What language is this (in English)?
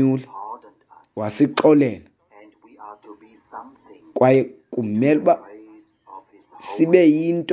Xhosa